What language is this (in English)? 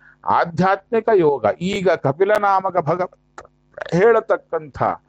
Kannada